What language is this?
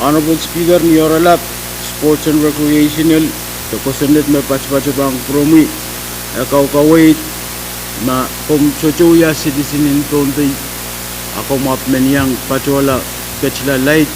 Pohnpeian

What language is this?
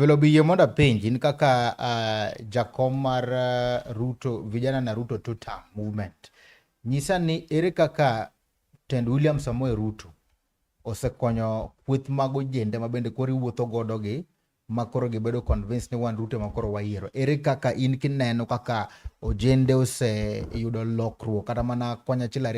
Luo (Kenya and Tanzania)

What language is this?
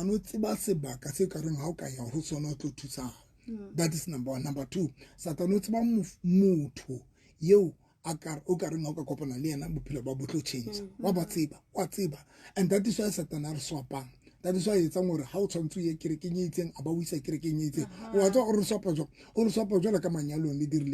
Southern Sotho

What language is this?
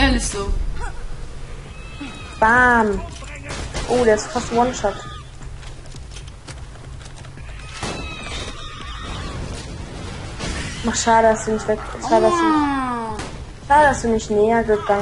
German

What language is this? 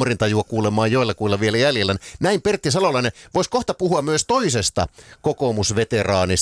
Finnish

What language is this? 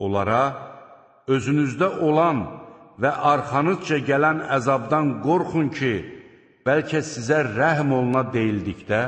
Azerbaijani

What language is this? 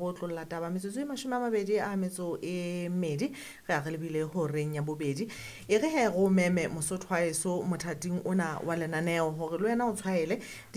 Southern Sotho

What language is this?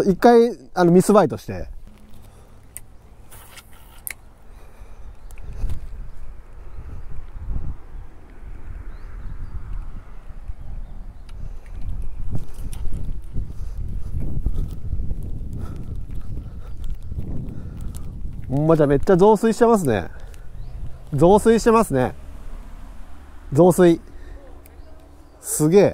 Japanese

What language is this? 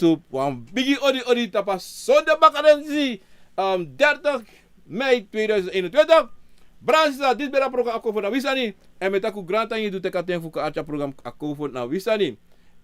Sranan Tongo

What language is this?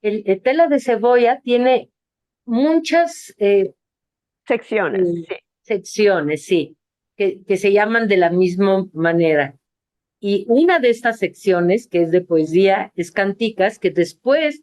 Ladino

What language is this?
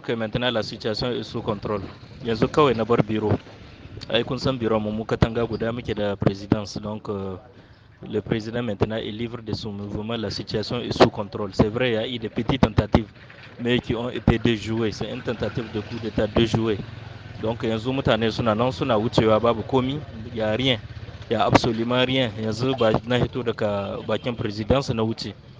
Hausa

